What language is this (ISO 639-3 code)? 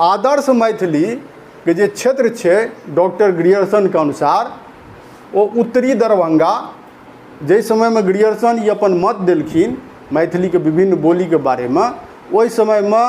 mai